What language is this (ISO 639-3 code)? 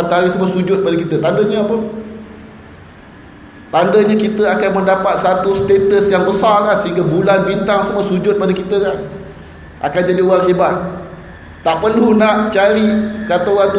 msa